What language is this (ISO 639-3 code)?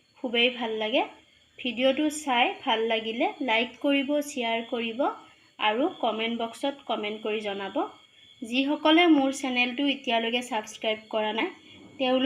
asm